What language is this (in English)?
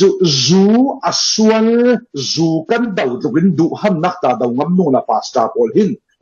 Falam Chin